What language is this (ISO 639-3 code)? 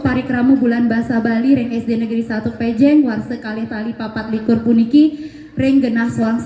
ban